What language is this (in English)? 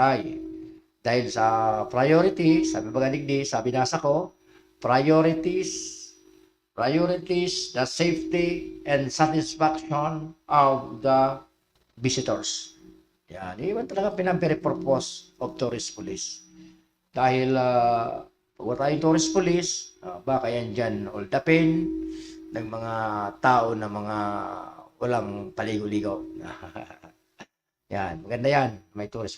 Bikol